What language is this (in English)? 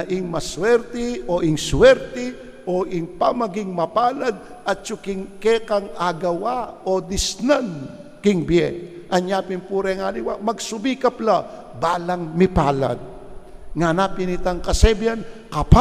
Pampanga